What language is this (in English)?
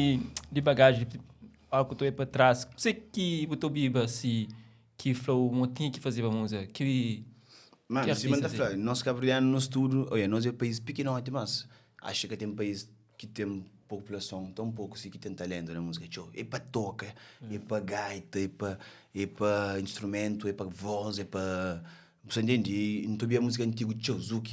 Kabuverdianu